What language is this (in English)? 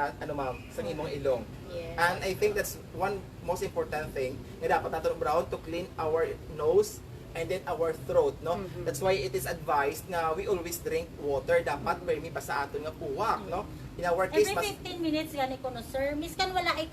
Hiligaynon